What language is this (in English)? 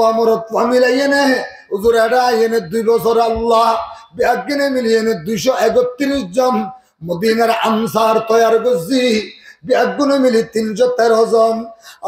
Rohingya